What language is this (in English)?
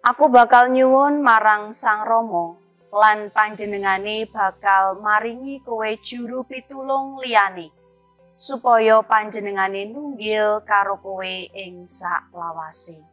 Javanese